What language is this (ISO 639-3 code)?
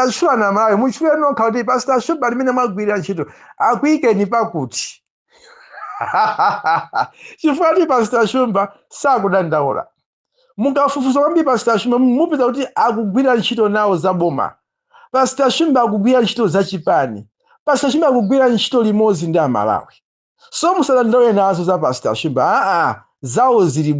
nya